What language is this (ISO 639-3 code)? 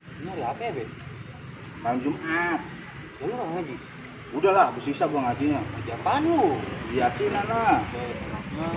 bew